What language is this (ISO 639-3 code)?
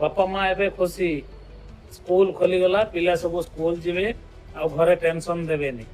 ori